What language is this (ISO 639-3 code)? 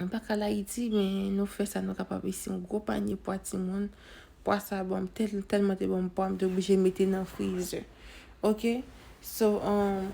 hat